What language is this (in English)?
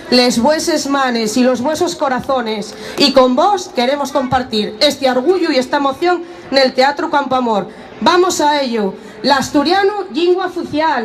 Asturian